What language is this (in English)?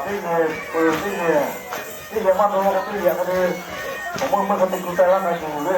Lahu